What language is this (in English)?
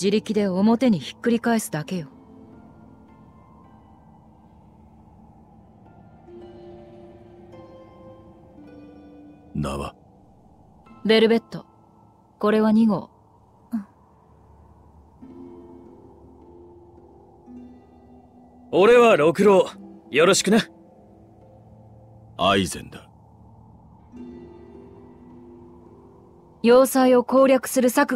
Japanese